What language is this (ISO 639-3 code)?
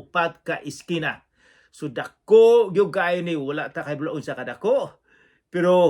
ceb